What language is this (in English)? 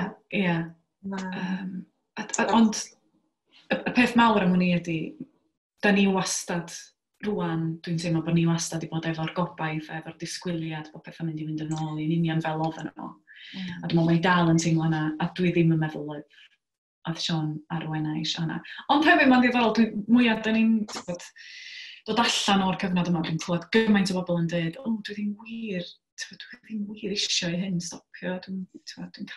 Welsh